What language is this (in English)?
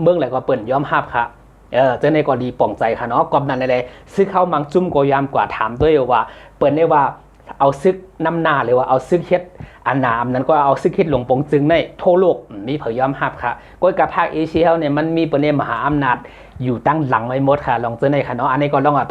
Shan